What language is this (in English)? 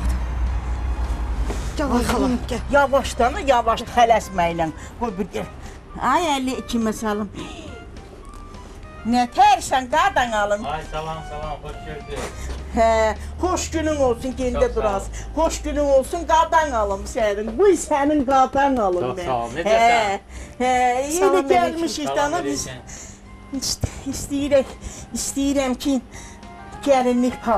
Azerbaijani